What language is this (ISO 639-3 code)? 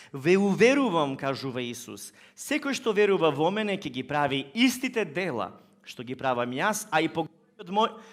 mkd